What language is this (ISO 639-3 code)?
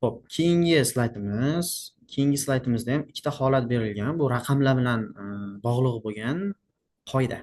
uzb